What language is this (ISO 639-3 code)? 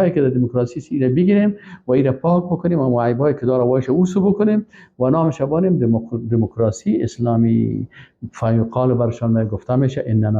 fas